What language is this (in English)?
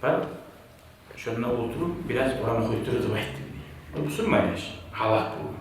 Kumyk